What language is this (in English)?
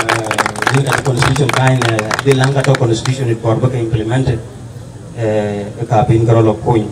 Dinka